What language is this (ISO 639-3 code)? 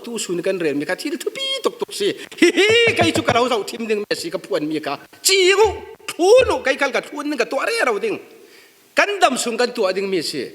cfm